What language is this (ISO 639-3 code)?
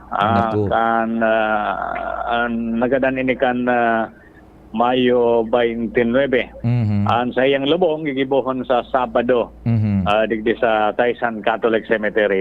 bik